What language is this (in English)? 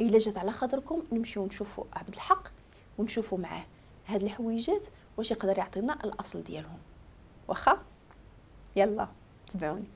Moroccan Arabic